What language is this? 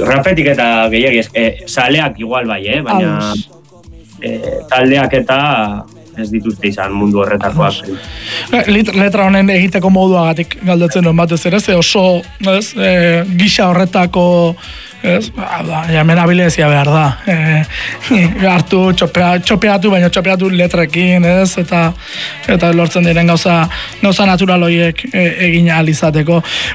Basque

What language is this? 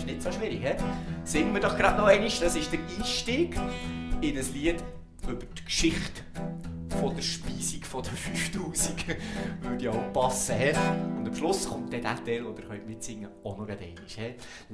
Swiss German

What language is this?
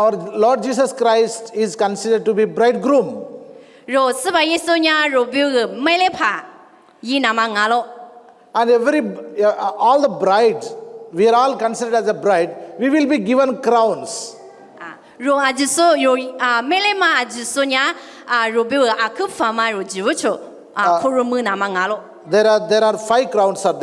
Lisu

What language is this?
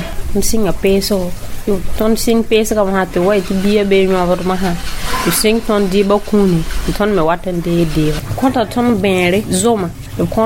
Mossi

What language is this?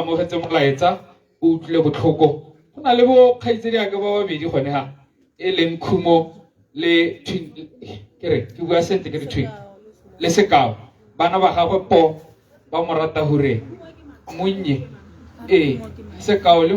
Tswana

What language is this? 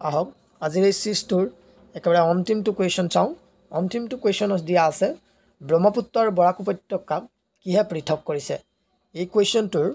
Assamese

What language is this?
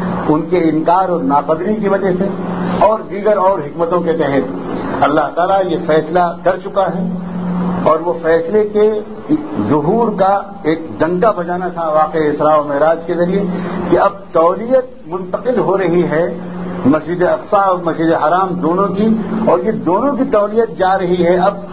Urdu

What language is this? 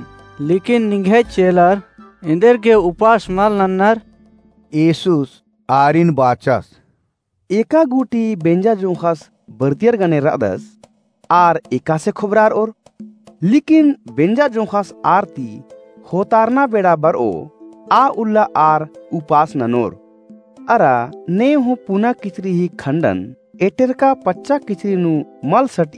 Kurukh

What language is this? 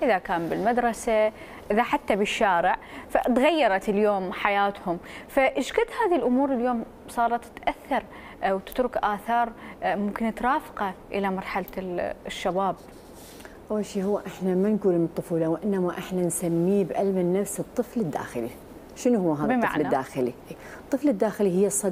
Mesopotamian Arabic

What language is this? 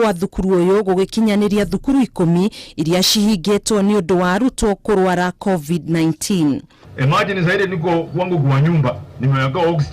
Kikuyu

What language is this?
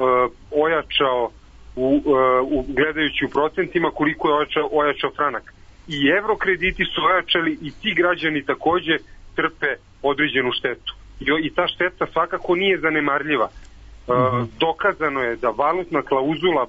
Serbian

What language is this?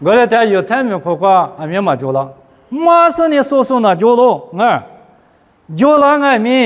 Lisu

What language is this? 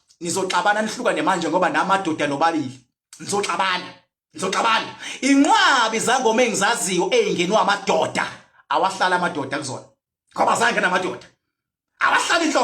Zulu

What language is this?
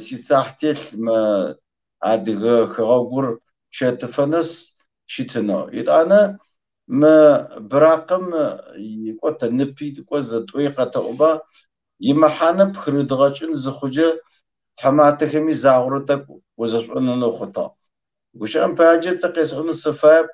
Kabardian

